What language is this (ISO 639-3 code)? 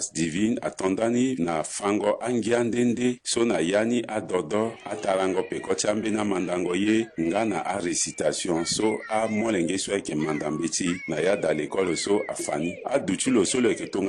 sag